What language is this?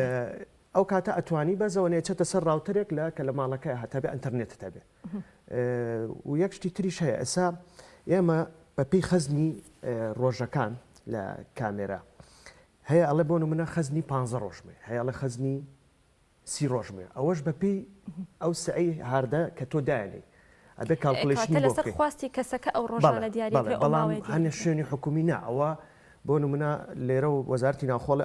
Central Kurdish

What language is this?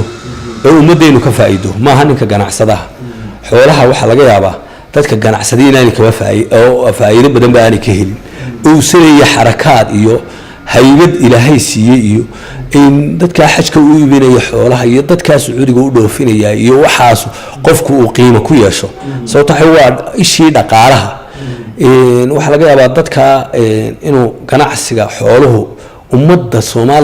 Somali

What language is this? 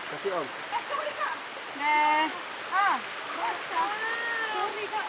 Minangkabau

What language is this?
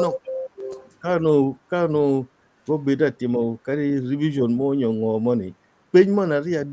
Acoli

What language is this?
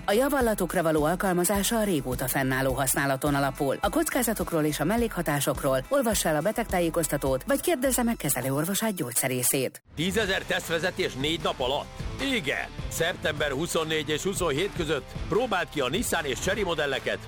Hungarian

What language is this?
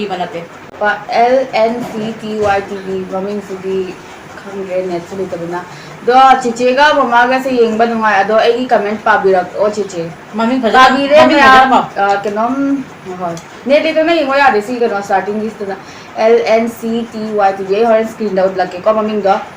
Manipuri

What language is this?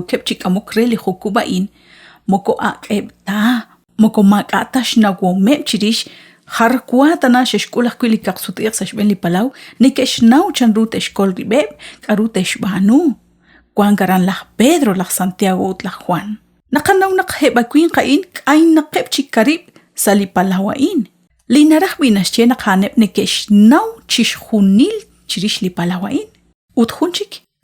Kekchí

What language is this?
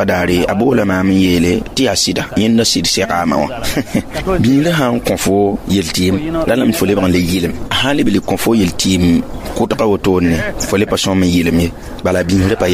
Mossi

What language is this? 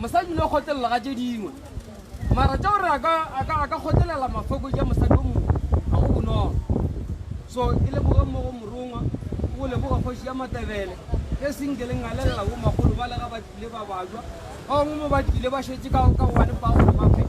Northern Sotho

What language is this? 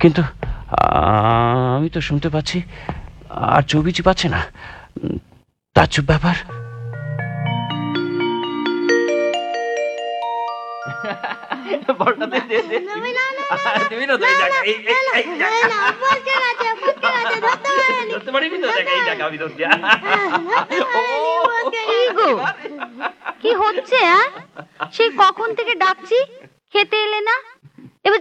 Bangla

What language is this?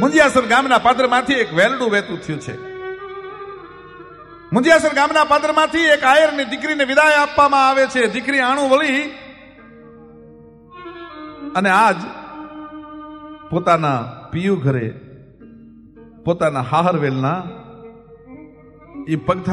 Gujarati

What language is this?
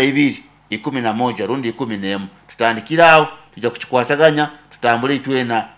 Nyoro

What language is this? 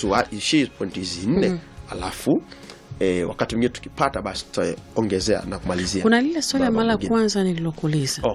Swahili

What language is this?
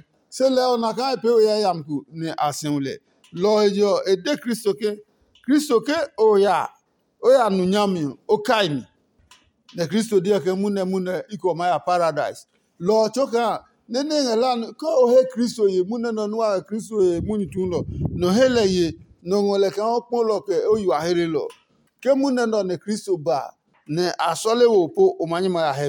Adangme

